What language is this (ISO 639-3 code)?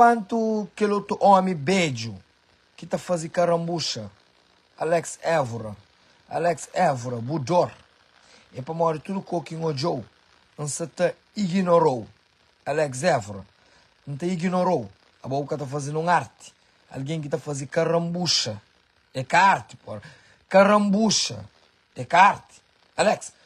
kea